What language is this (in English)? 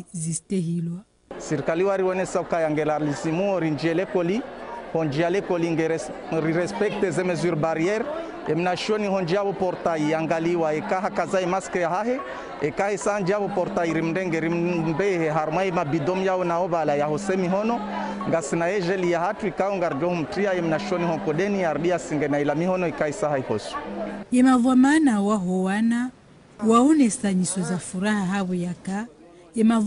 Ngazidja Comorian